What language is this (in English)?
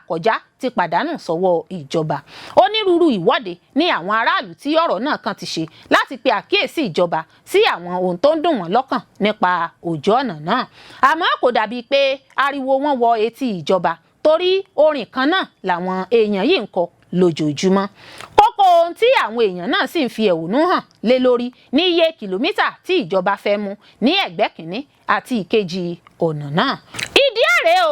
Yoruba